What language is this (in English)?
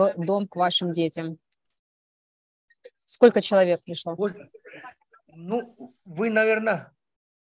Russian